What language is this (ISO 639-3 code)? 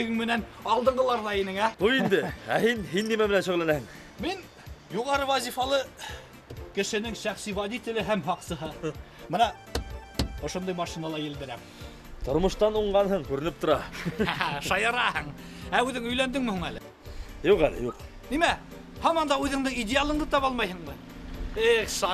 bak